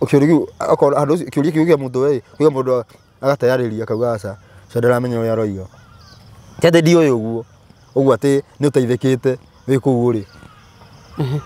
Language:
Kikuyu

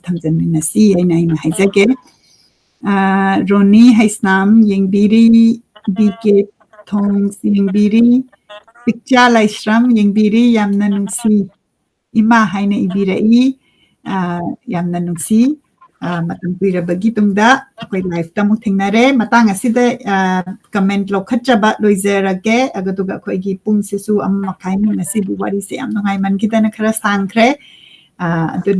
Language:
Manipuri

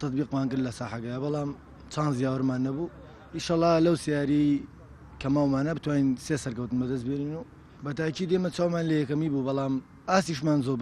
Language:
Central Kurdish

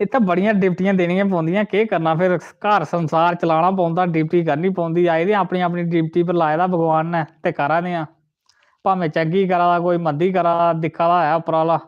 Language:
Dogri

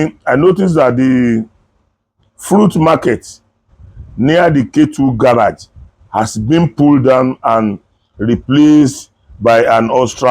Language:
Yoruba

